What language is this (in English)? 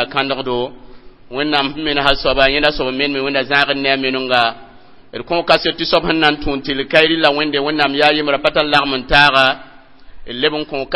Mossi